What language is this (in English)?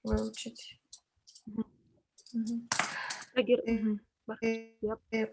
Bashkir